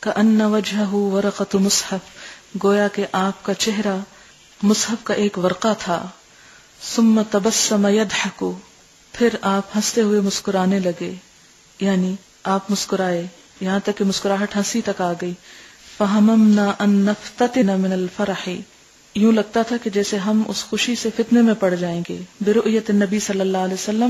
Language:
Urdu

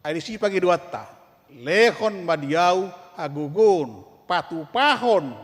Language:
Batak Toba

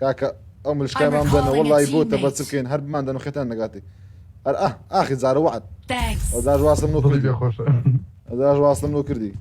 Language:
Kurdish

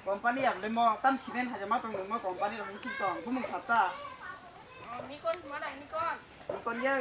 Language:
Kok Borok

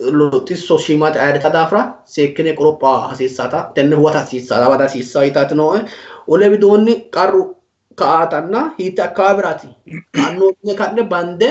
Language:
Sidamo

